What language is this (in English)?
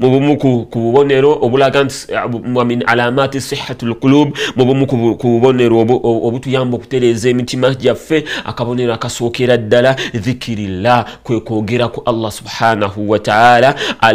Ganda